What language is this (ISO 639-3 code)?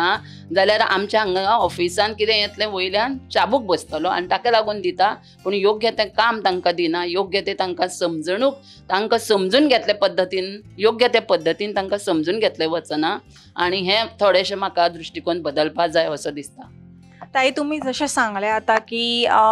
kok